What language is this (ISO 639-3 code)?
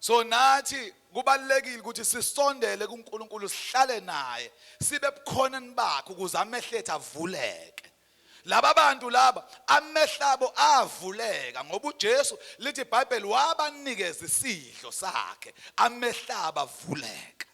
zul